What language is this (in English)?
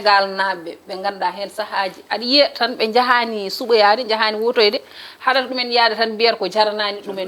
Fula